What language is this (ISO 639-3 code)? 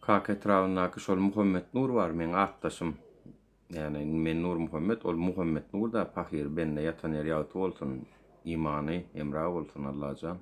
tuk